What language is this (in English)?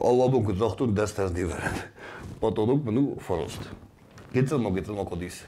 Ossetic